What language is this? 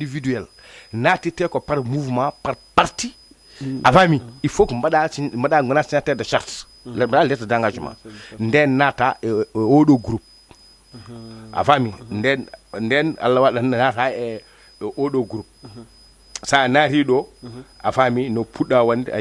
Fula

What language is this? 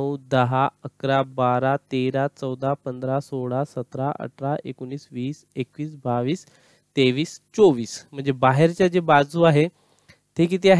Marathi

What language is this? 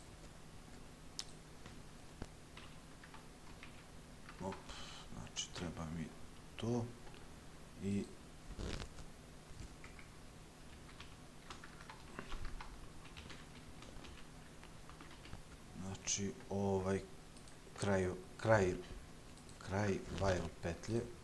Serbian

